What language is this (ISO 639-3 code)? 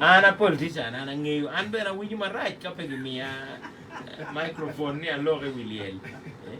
ach